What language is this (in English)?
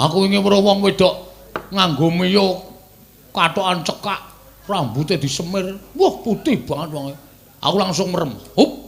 Javanese